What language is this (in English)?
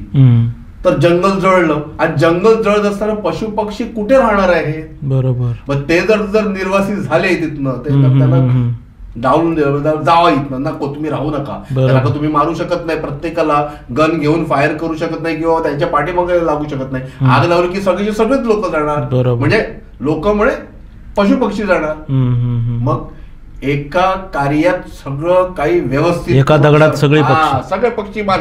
Marathi